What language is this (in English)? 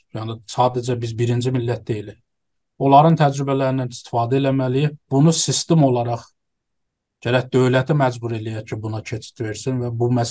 South Azerbaijani